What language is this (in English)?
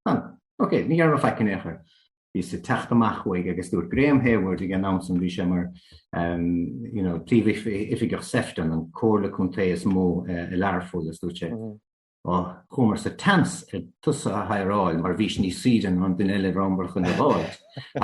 Irish